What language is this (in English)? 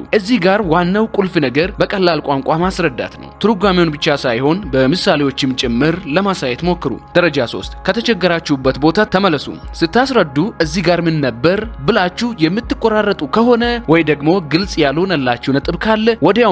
Amharic